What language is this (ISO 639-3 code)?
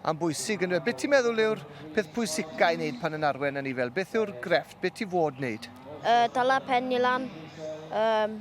cym